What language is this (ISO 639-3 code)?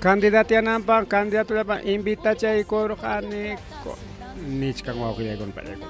quy